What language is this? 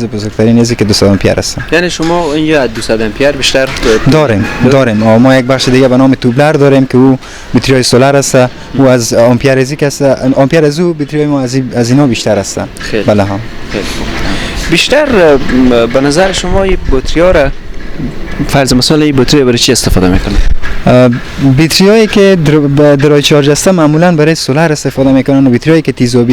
Persian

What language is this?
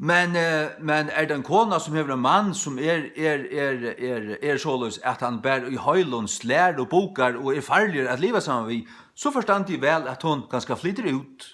Faroese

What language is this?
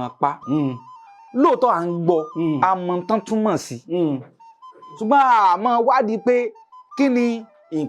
Yoruba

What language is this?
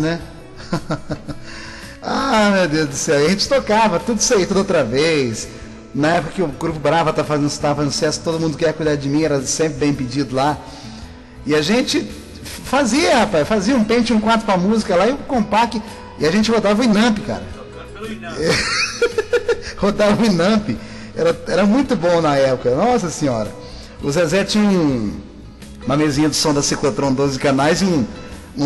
Portuguese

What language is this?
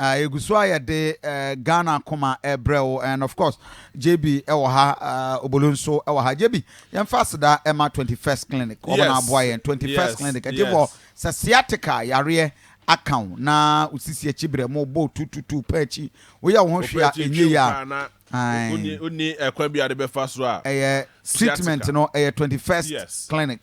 Akan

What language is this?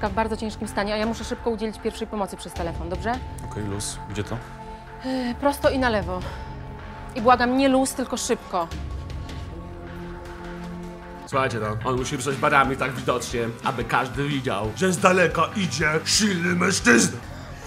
Polish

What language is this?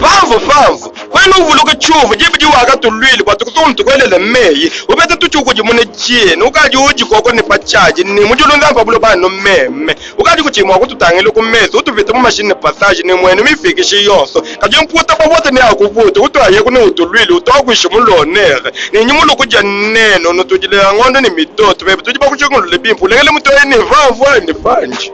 Luba-Lulua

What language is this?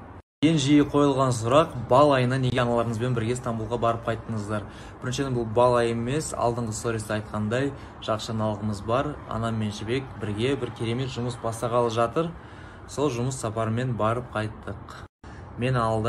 Kazakh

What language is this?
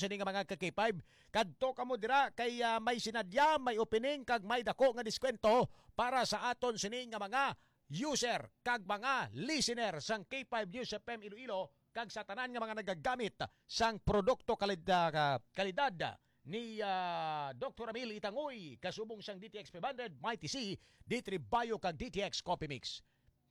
Hiligaynon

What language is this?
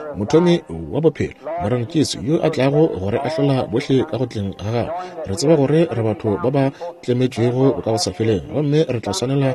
Northern Sotho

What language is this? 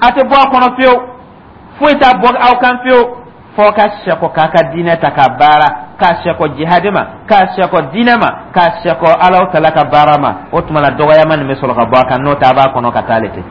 Dyula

